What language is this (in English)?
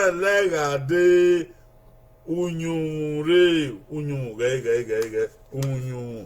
Bini